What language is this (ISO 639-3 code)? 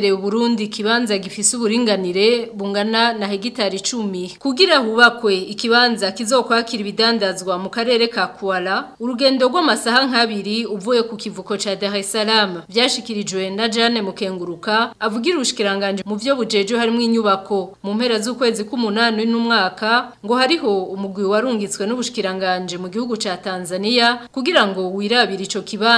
run